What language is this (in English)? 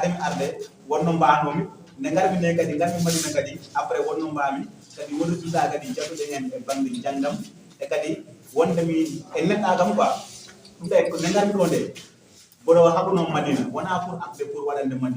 Fula